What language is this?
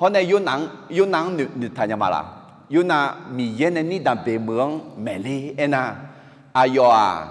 Akha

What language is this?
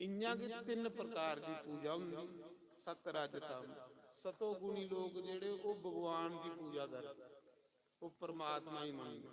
Dogri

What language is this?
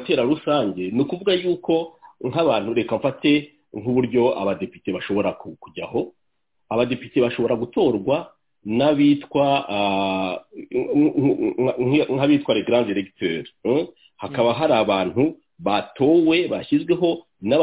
Kinyarwanda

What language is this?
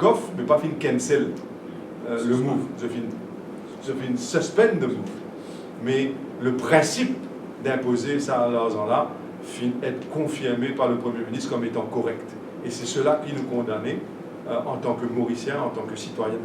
Morisyen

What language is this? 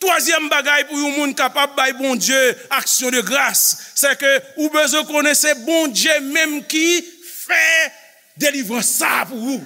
Haitian Creole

